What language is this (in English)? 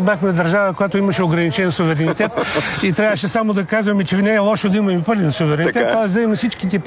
Bulgarian